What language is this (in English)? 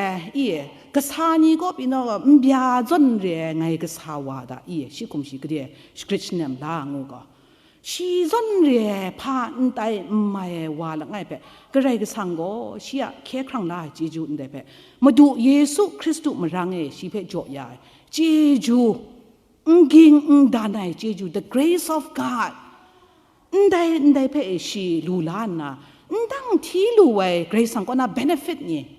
Kachin